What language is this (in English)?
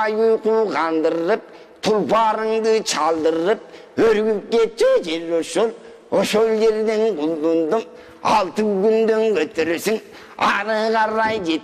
Kyrgyz